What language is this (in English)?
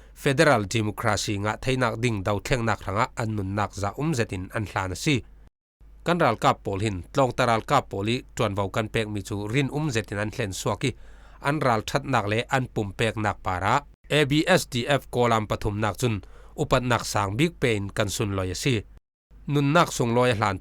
Falam Chin